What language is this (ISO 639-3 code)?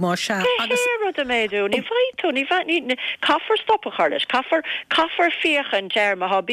gle